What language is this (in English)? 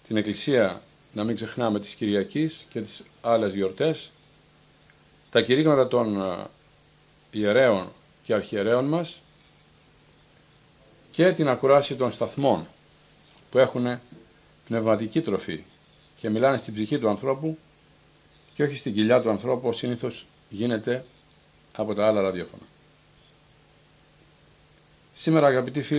Greek